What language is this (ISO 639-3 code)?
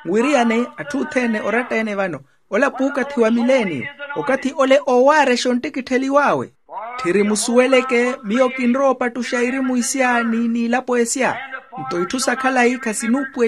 vmw